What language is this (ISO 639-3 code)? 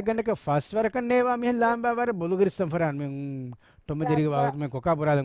div